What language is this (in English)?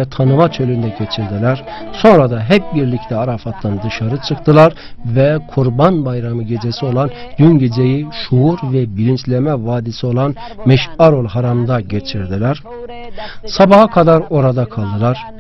Turkish